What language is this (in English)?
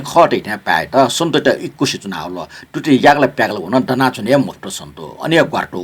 Newari